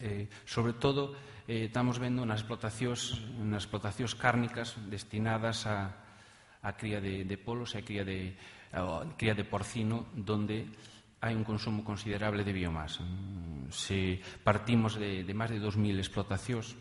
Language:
Galician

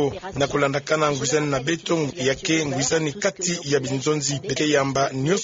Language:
Kituba (Democratic Republic of Congo)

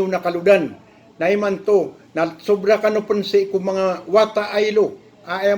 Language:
Maranao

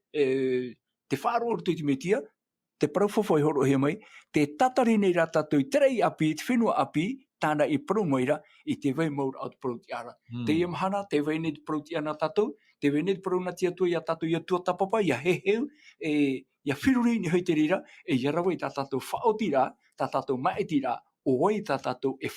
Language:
Tahitian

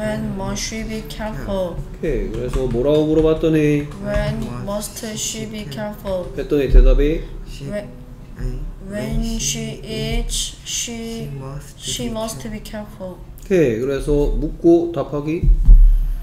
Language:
Korean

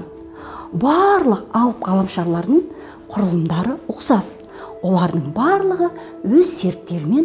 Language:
Kazakh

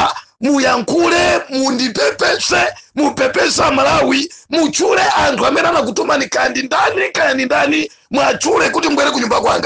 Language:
Nyanja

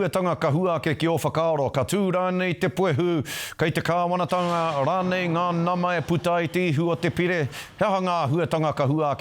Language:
Māori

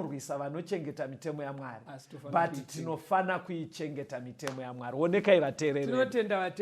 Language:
Shona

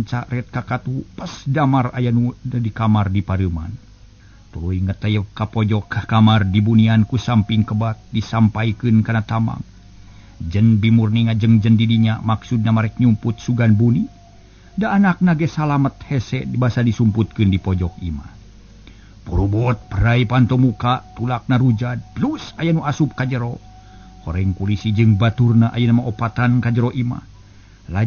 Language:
Sundanese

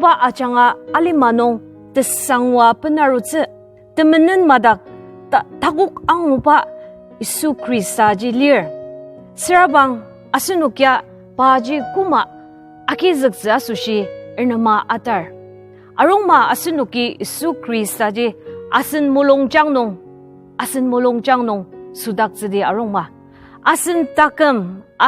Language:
Ao Naga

